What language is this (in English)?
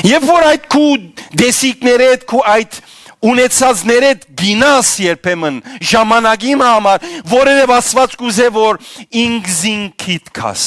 Western Armenian